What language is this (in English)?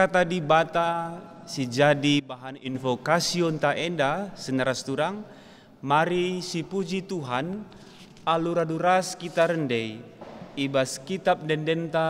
Batak Karo